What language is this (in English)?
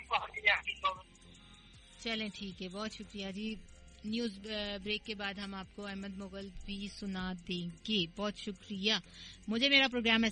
Urdu